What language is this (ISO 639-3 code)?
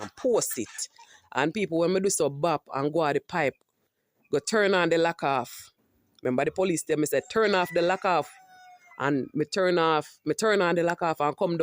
jam